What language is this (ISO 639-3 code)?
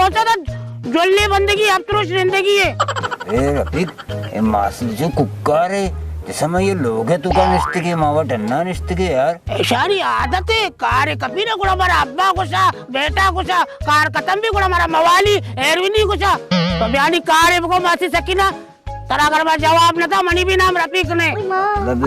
bal